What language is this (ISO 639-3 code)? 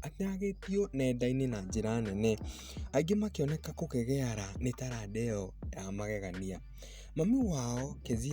kik